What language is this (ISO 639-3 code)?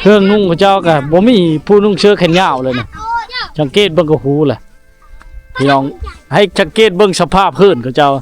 lao